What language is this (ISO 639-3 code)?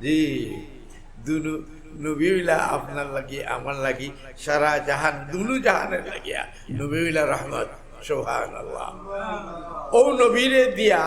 syl